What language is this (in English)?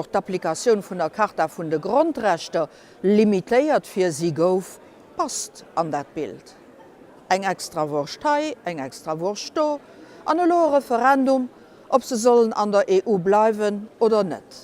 Luxembourgish